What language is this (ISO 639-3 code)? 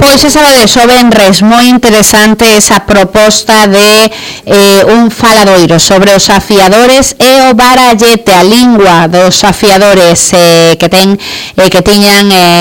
glg